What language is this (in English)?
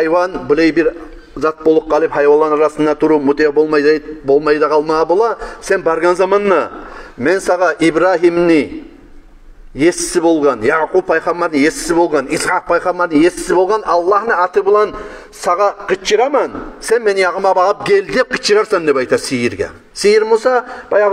Kumyk